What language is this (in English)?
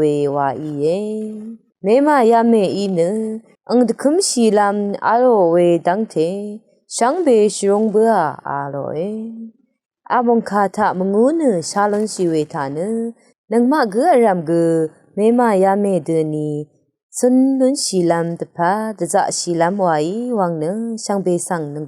Rawang